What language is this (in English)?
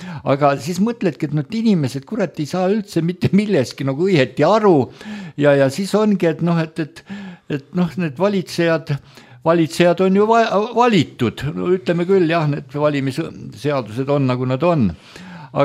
Estonian